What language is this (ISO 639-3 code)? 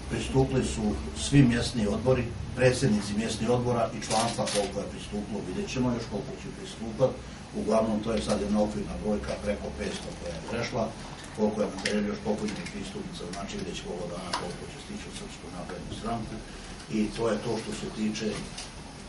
srp